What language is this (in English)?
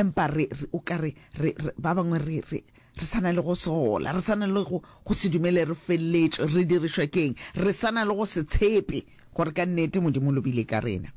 Northern Sotho